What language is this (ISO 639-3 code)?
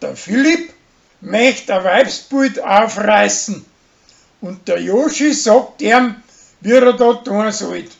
bar